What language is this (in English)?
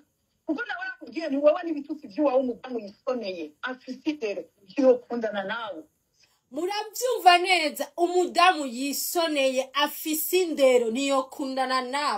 Rundi